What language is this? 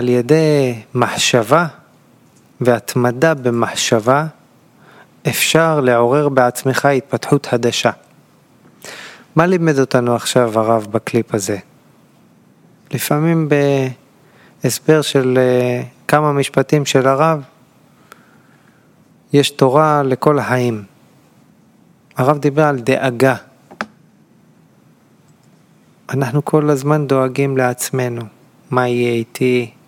Hebrew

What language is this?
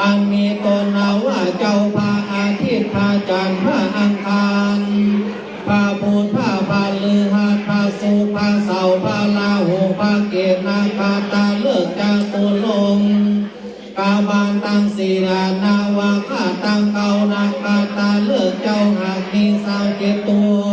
Pali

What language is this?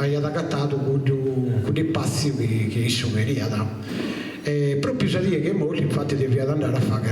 Sardinian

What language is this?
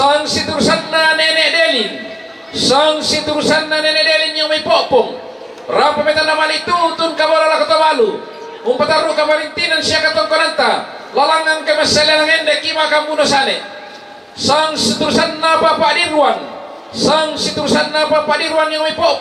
Toraja-Sa'dan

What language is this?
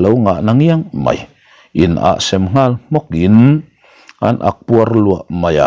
Mizo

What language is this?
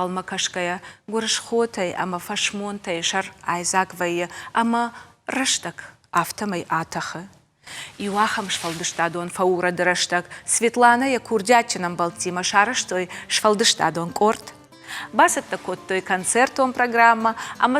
Ossetic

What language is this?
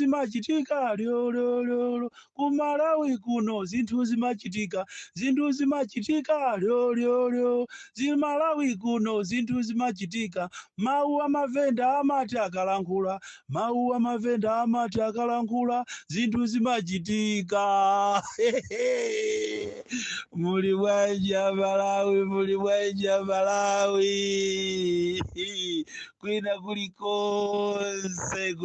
Nyanja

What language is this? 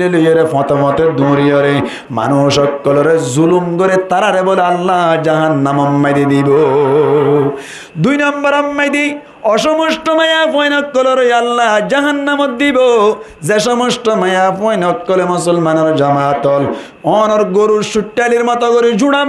Rohingya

